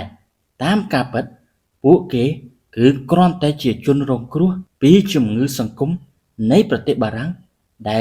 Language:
Khmer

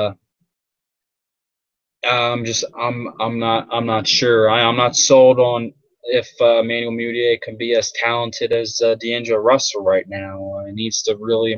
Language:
English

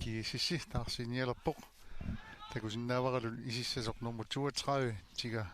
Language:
Kalaallisut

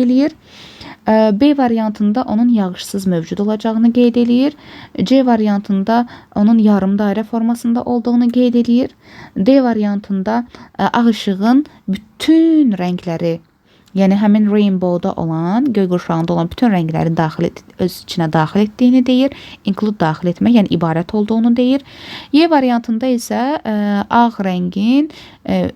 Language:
Azerbaijani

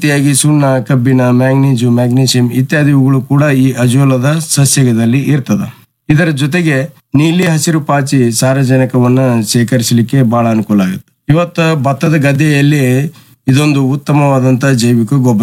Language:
Kannada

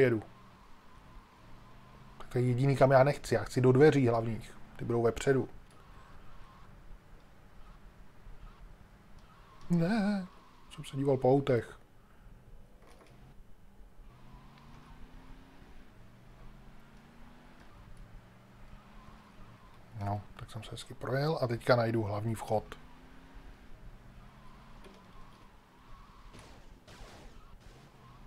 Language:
Czech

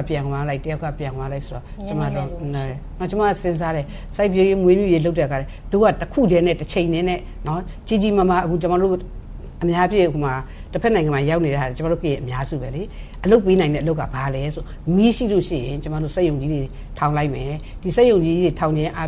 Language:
Burmese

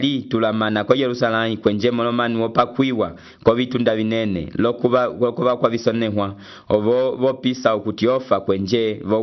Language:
Umbundu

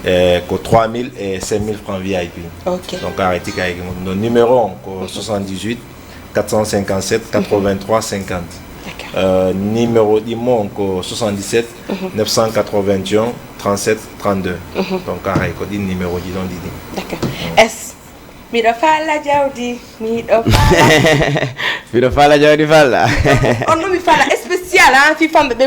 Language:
Fula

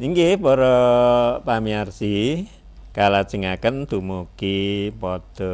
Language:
Javanese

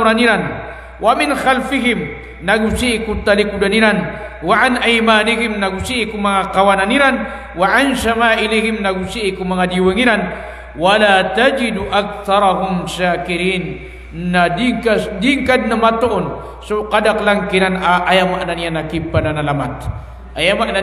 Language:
Maranao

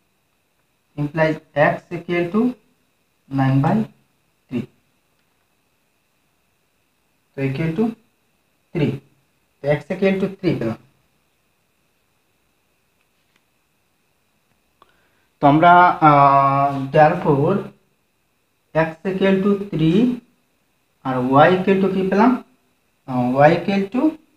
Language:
Bangla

